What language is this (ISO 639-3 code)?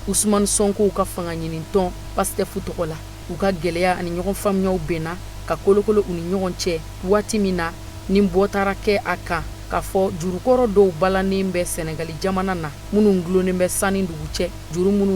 bam